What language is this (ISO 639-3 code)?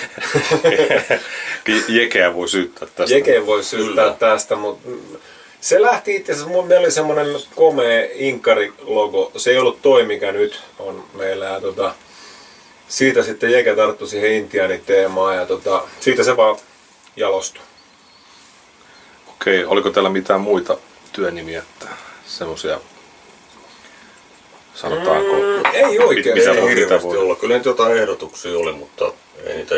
fin